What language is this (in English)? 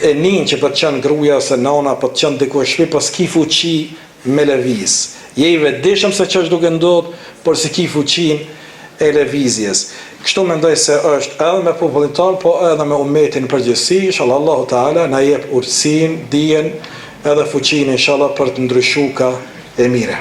Albanian